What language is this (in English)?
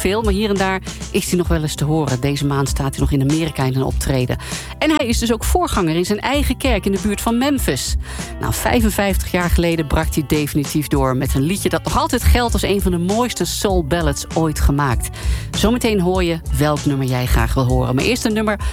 Dutch